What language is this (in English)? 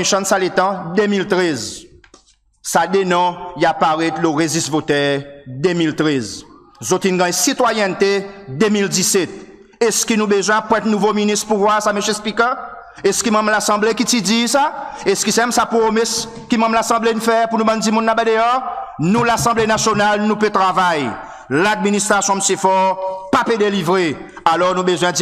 Seselwa Creole French